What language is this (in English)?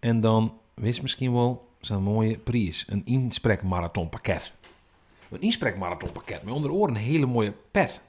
Western Frisian